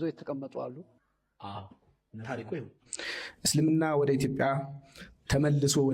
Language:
Amharic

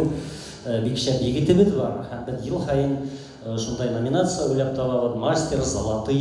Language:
Bashkir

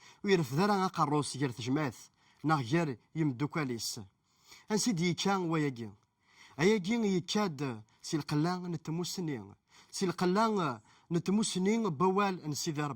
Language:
Kabyle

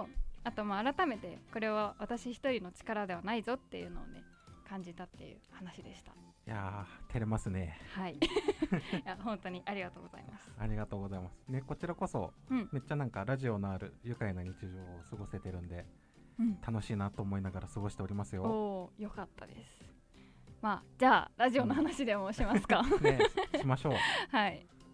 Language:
Japanese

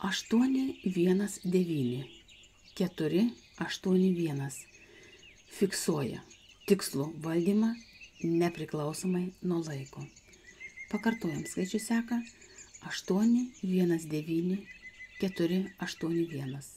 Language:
Lithuanian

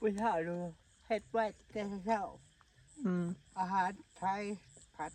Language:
Northeastern Thai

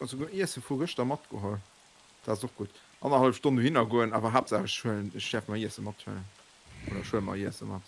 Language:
Luxembourgish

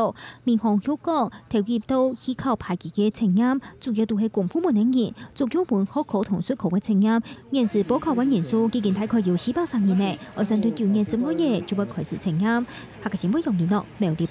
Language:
Hakka Chinese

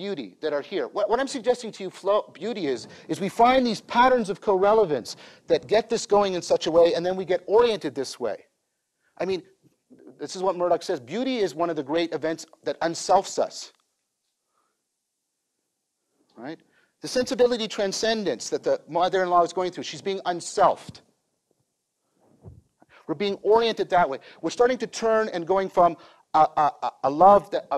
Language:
English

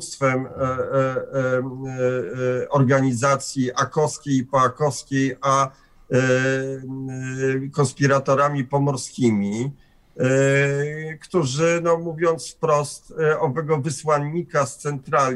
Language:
Polish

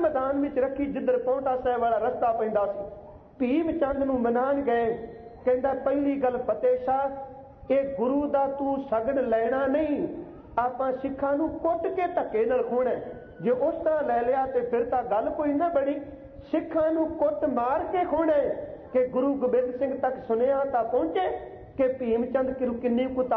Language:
Punjabi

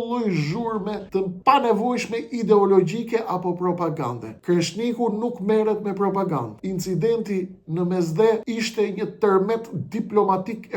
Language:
Albanian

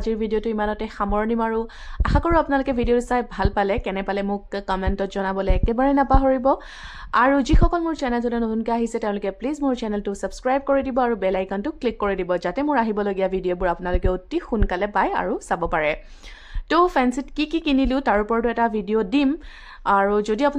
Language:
Assamese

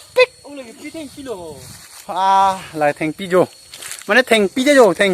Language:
Karbi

